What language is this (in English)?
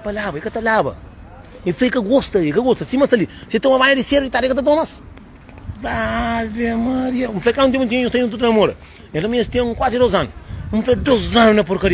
Kabuverdianu